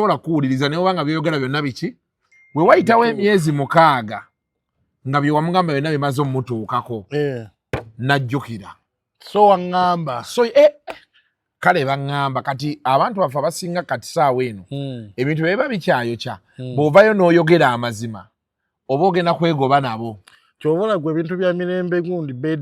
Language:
Ganda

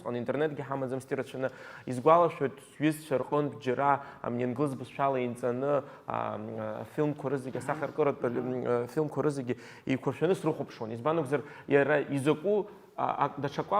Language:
Abkhazian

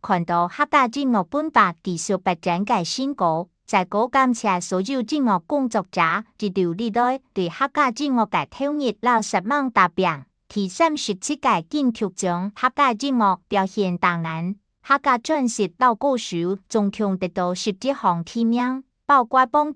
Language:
Hakka Chinese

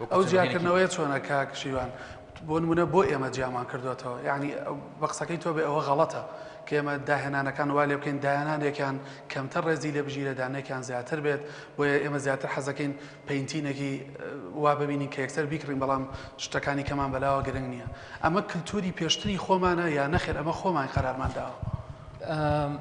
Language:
Central Kurdish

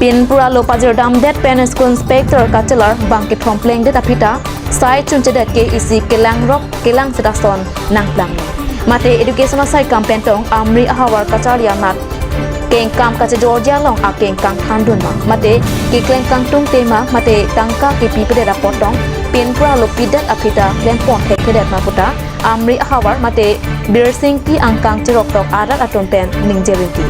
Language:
Karbi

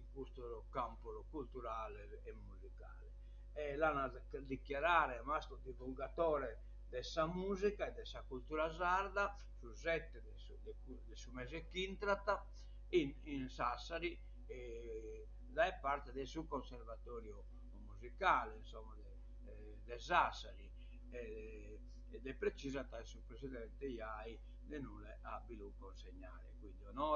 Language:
Sardinian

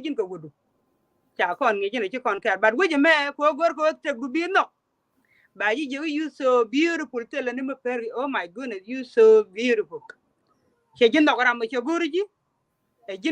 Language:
Nuer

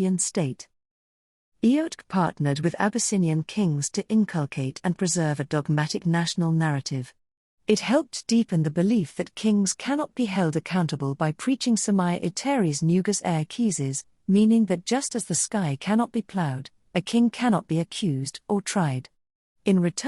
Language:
English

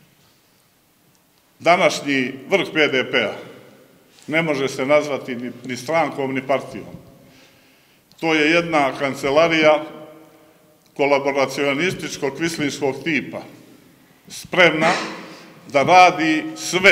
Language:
Serbian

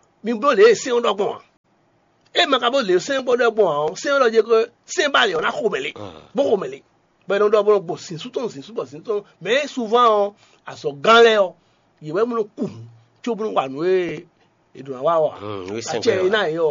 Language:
Fon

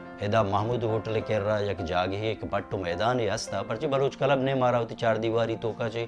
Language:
Baluchi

